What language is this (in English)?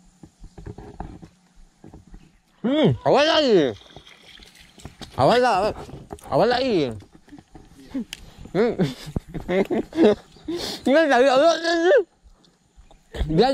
Malay